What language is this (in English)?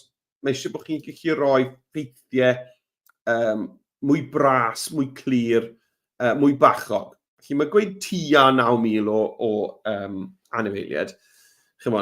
Welsh